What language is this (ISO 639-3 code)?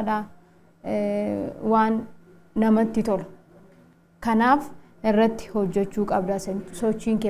orm